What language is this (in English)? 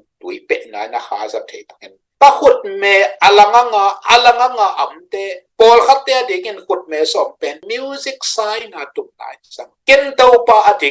Tedim Chin